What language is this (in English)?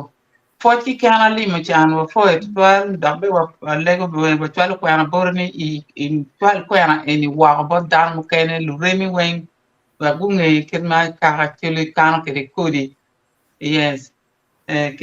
Acoli